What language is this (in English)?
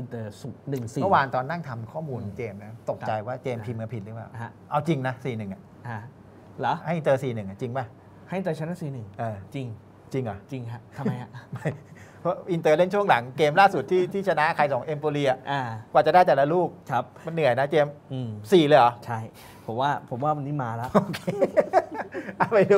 Thai